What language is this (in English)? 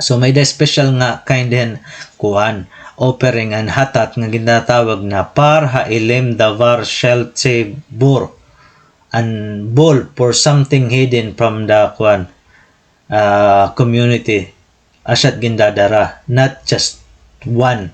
Waray